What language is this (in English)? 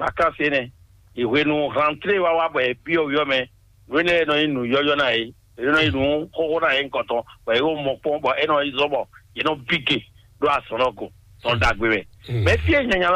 Fon